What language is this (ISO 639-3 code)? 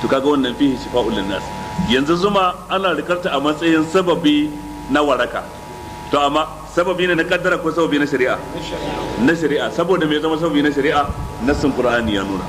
hau